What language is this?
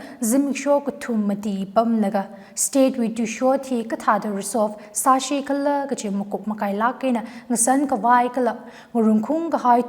Tangkhul Naga (India)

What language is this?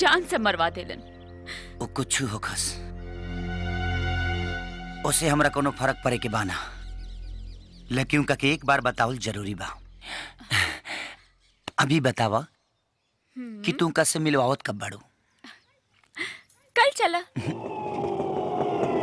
Bhojpuri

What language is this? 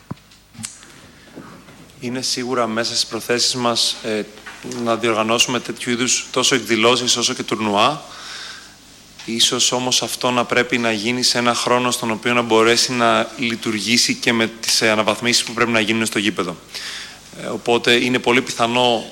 Greek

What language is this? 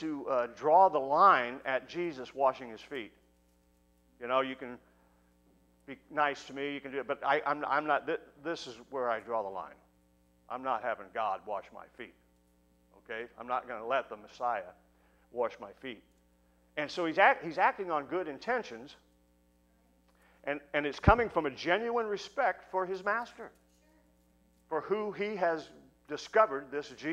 English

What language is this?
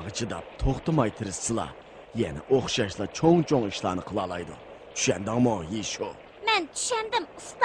Uyghur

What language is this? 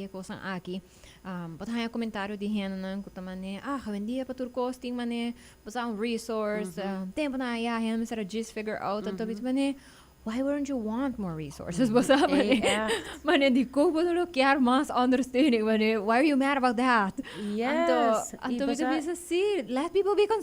Papiamento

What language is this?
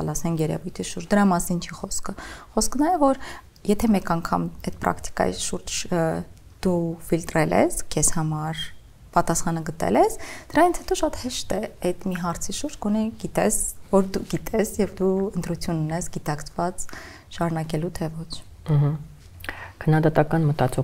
Armenian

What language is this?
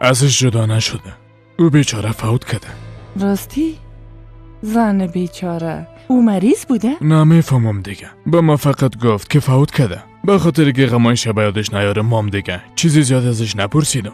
Persian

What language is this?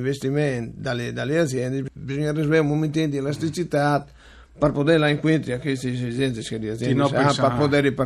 Friulian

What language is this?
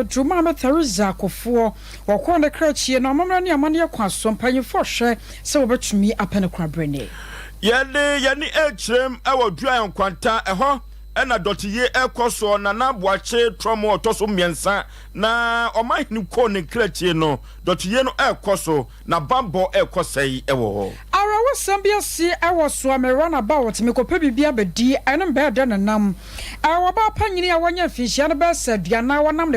Akan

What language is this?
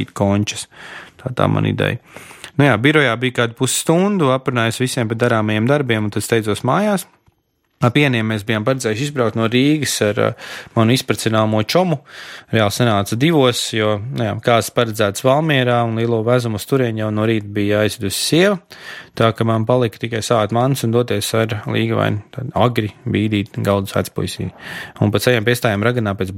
Latvian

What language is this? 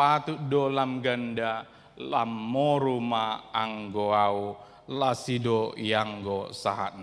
Batak Toba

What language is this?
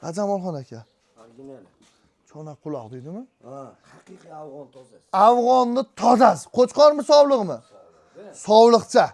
Uzbek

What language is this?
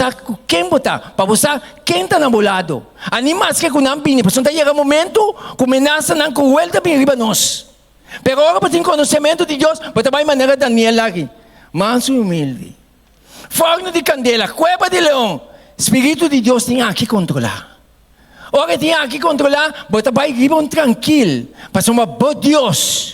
Papiamento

